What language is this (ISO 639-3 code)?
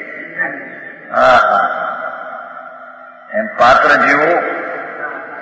guj